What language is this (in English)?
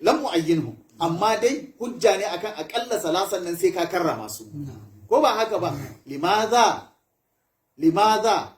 Hausa